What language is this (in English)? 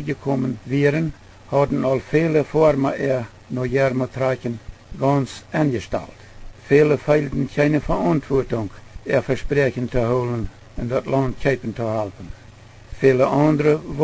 Plautdietsch